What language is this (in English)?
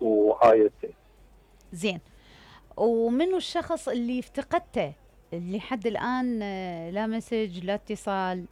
Mesopotamian Arabic